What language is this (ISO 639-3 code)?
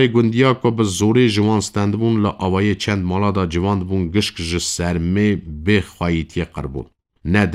kur